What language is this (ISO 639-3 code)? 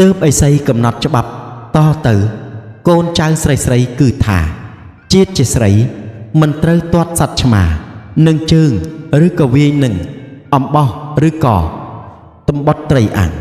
khm